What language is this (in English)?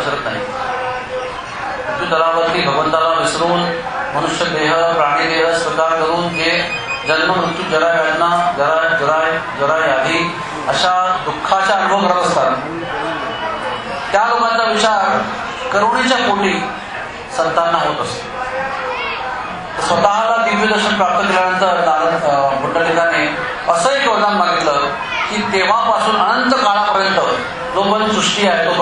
Marathi